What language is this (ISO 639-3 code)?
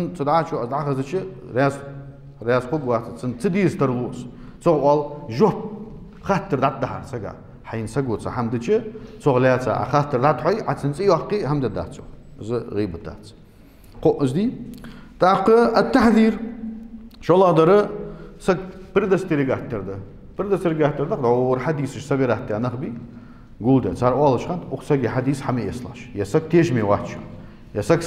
inh